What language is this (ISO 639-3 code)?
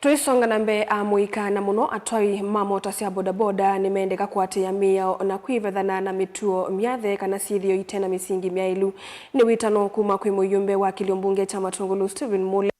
kam